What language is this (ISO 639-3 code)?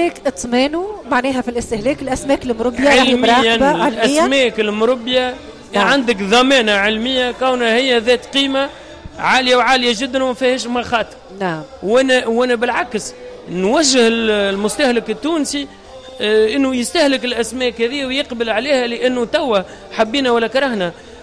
aeb